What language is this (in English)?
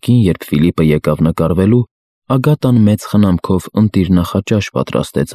Armenian